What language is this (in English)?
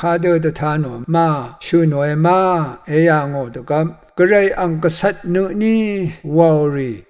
Rawang